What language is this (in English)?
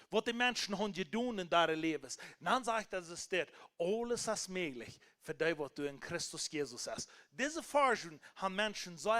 Plautdietsch